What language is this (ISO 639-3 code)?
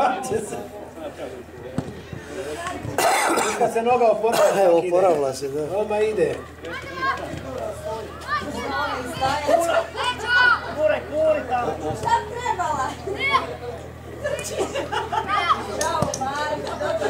hrv